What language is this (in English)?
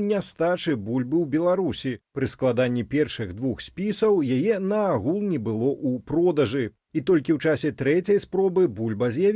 Belarusian